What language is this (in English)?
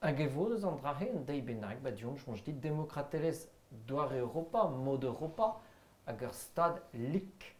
Breton